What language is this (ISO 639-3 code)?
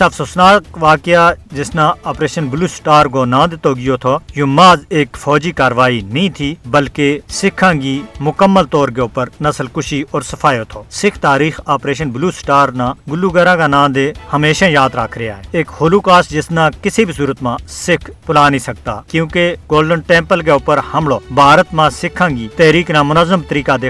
gju